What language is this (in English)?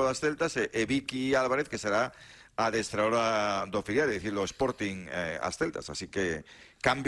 Galician